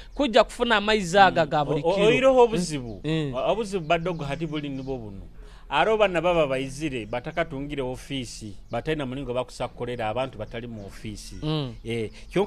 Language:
Nyoro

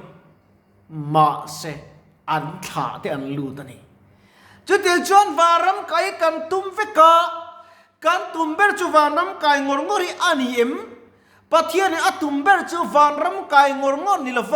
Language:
Mizo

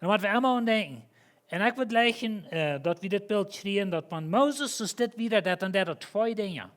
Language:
Plautdietsch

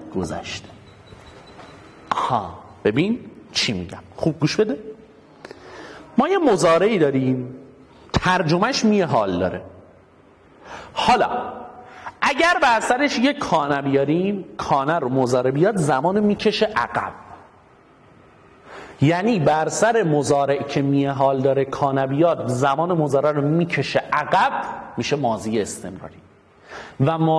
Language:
Persian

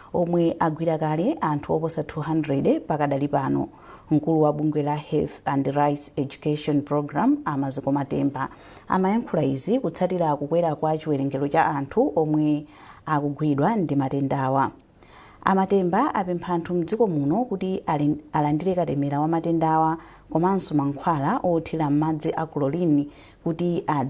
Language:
Nyanja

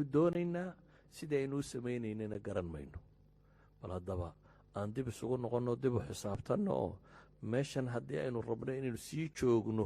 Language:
Somali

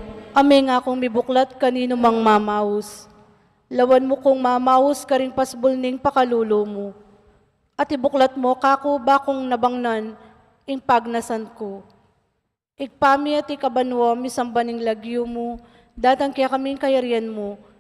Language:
Pampanga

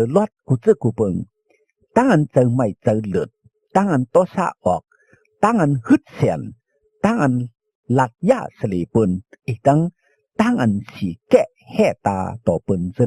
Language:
Shan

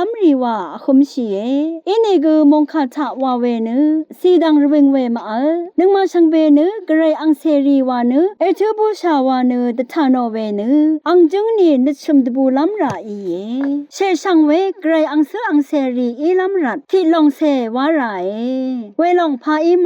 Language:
Rawang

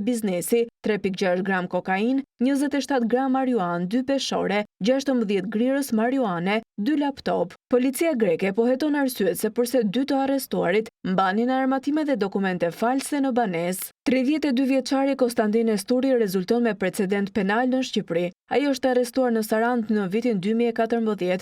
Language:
Albanian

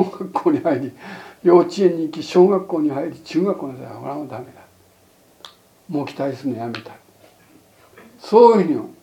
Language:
Japanese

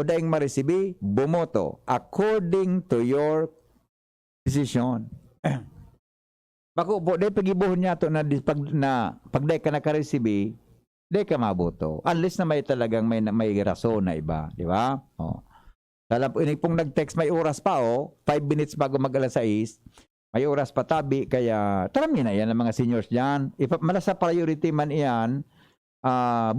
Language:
Bikol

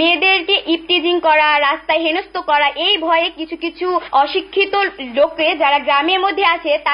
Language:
Bangla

